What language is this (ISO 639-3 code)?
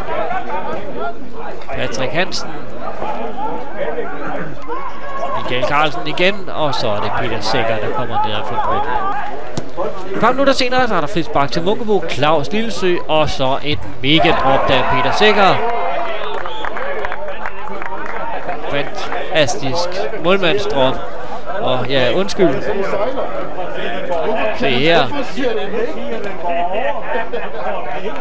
dan